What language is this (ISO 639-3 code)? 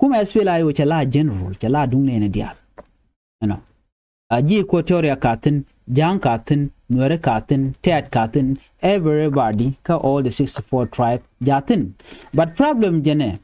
nus